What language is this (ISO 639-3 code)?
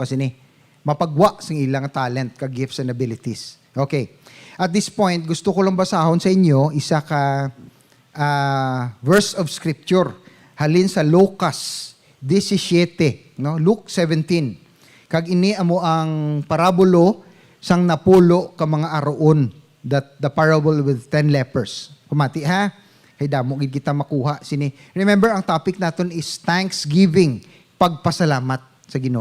hil